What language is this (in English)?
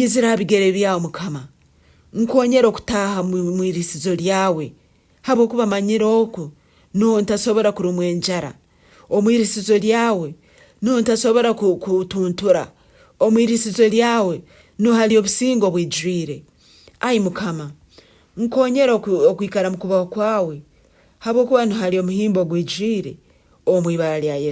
Nyankole